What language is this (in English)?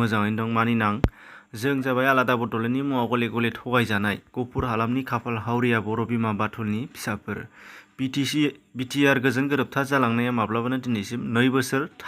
Bodo